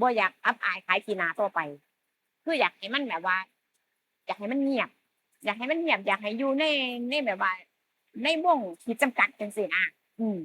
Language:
Northeastern Thai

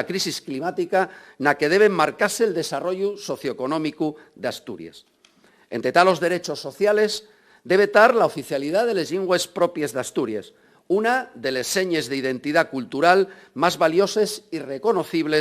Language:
Asturian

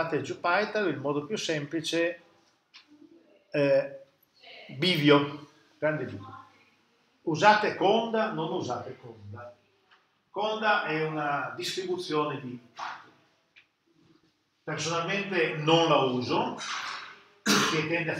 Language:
Italian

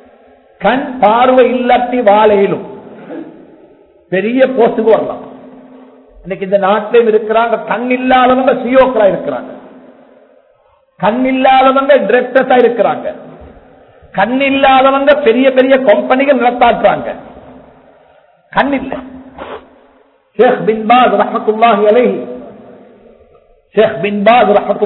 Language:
Tamil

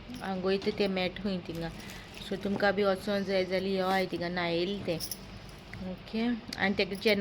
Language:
Konkani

